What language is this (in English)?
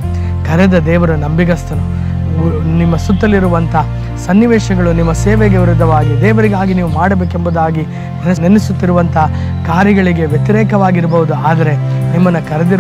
Kannada